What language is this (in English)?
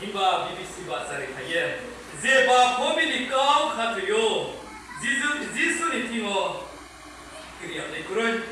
Riang (India)